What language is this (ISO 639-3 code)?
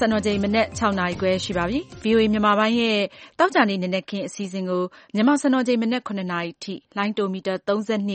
mya